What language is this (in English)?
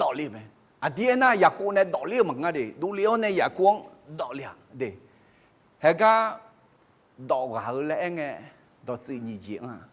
Akha